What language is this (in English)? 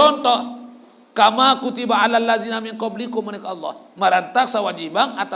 Sasak